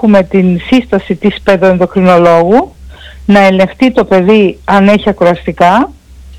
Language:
Greek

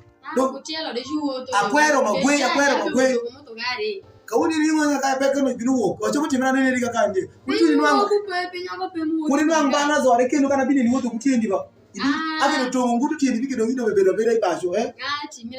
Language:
Alur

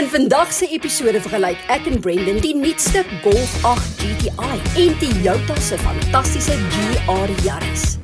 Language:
Afrikaans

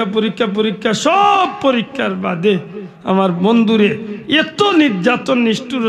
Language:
Sylheti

